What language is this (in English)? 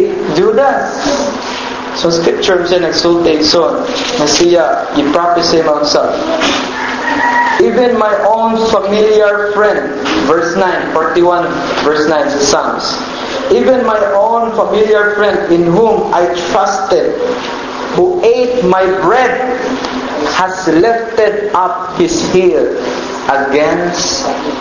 Cebuano